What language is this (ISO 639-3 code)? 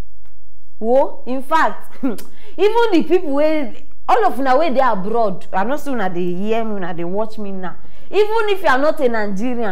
pcm